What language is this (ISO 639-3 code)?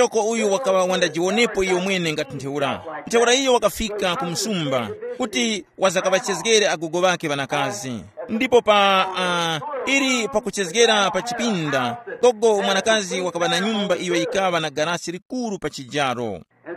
tum